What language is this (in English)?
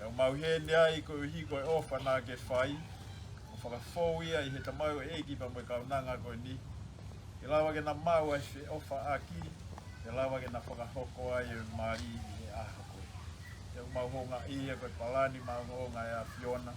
Tongan